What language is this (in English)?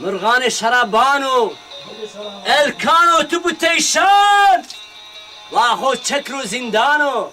Zaza